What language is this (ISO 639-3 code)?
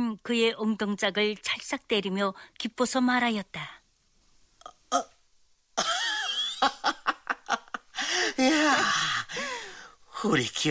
kor